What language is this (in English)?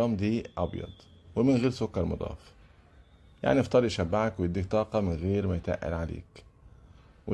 Egyptian Arabic